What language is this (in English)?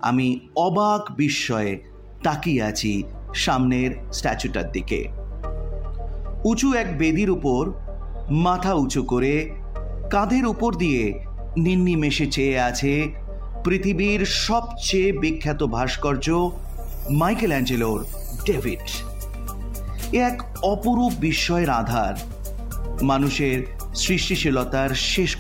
Bangla